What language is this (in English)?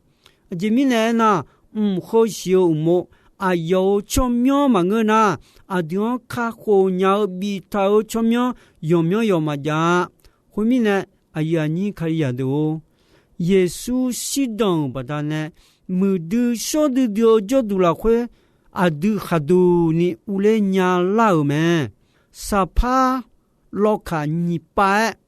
Akha